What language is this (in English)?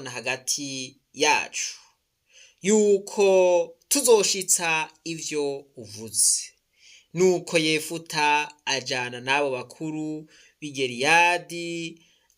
Rundi